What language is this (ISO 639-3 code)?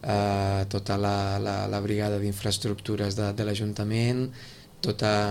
cat